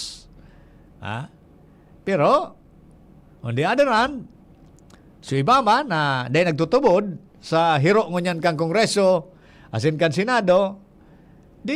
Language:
Bikol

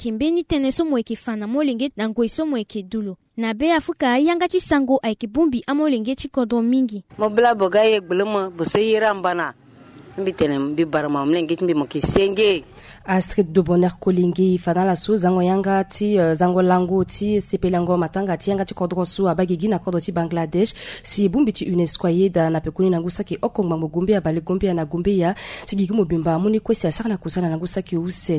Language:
Sango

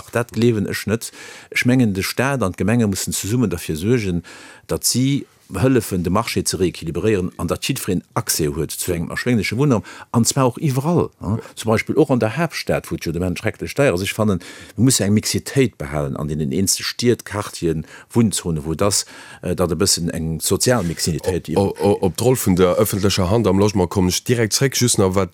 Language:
Luxembourgish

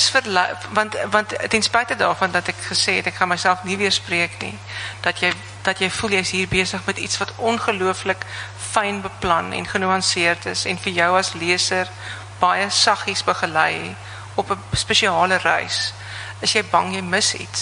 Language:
Afrikaans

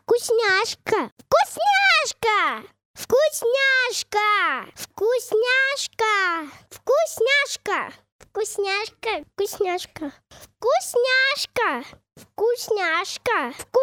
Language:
Belarusian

